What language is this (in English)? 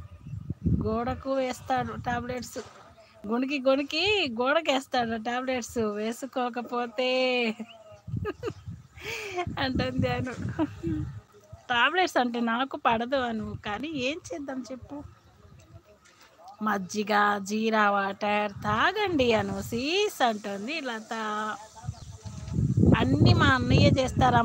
Telugu